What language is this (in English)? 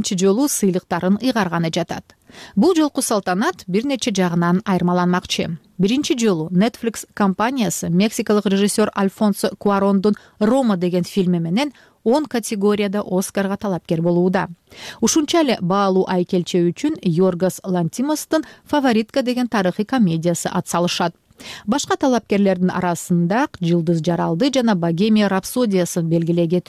Kyrgyz